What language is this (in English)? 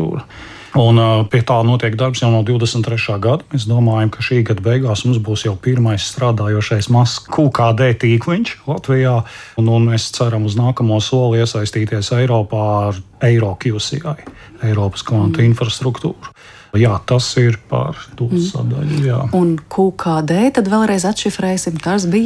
Latvian